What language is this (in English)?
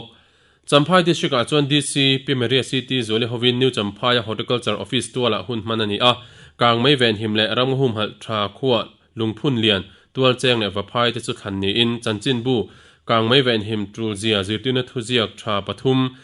Mizo